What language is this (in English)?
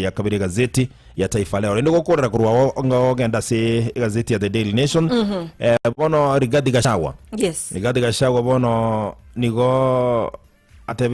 Gusii